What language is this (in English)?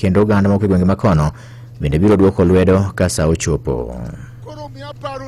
Luo (Kenya and Tanzania)